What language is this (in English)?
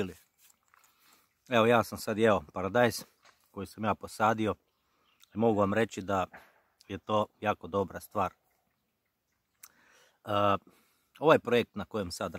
Croatian